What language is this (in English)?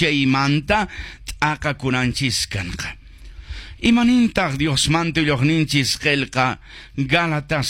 Quechua